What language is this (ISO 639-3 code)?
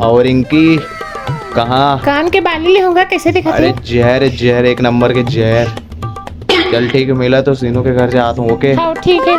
hne